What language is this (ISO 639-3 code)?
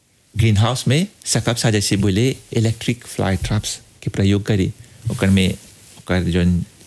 bho